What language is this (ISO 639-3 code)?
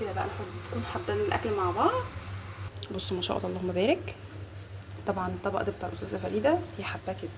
arz